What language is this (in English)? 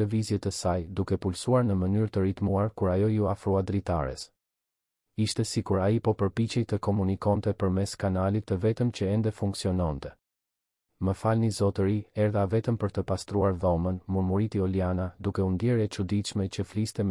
Albanian